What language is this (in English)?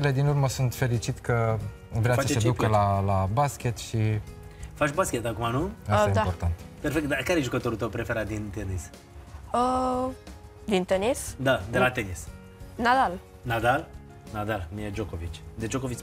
Romanian